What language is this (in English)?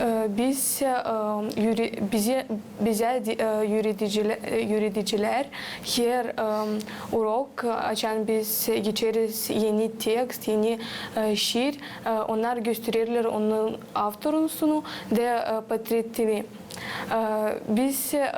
Gagauz